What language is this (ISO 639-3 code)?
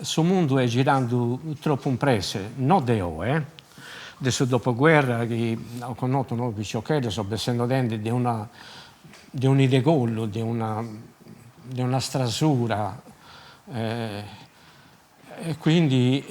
srd